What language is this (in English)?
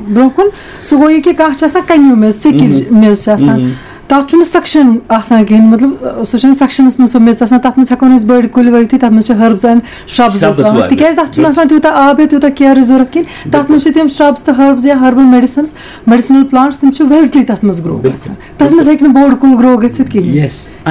Kashmiri